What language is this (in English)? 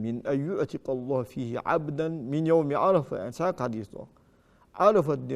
Ingush